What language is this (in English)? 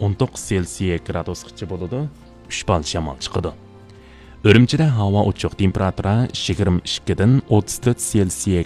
Uyghur